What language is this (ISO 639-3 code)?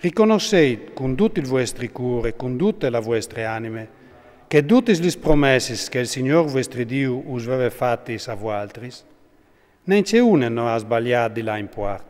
fur